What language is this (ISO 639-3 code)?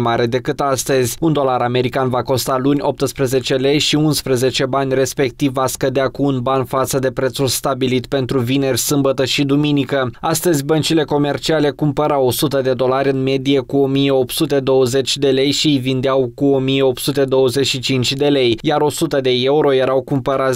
ron